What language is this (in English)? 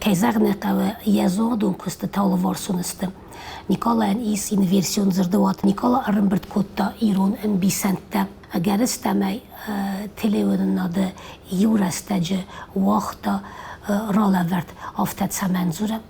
Ossetic